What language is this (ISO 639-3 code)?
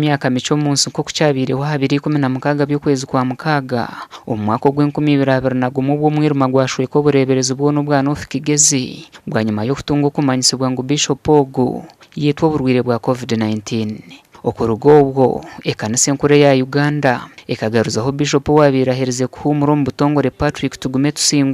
nyn